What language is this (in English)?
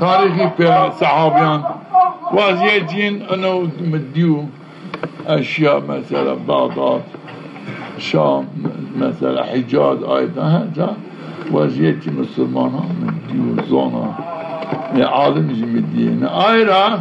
Zaza